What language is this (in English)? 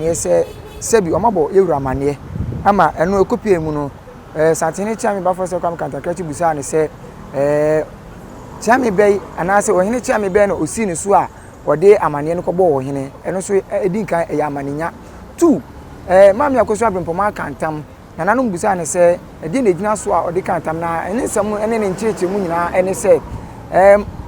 Akan